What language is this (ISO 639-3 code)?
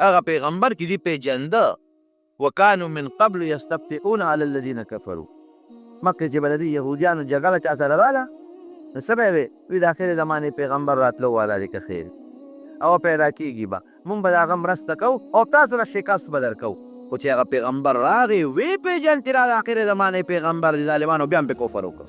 pus